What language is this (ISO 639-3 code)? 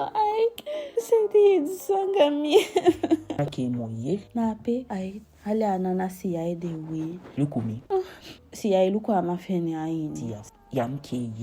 djk